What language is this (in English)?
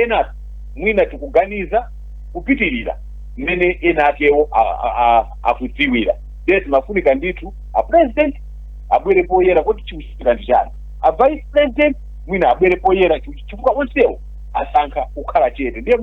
Nyanja